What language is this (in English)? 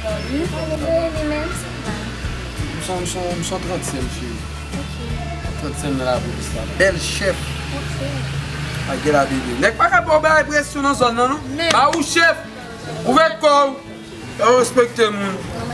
Haitian Creole